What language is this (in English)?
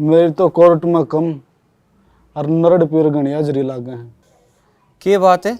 Haryanvi